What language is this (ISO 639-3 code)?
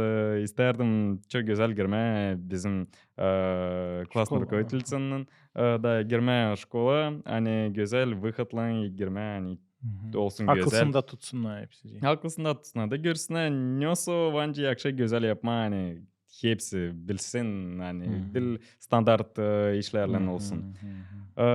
gag